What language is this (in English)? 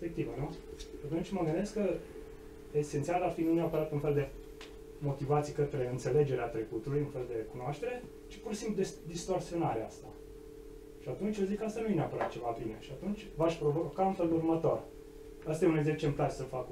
Romanian